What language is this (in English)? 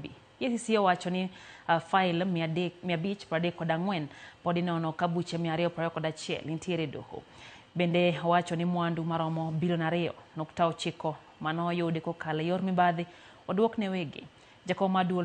Luo (Kenya and Tanzania)